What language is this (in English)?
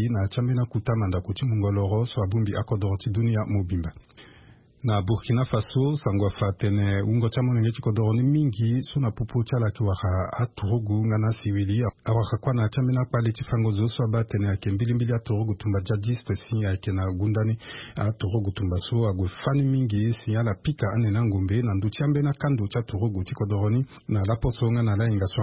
Sango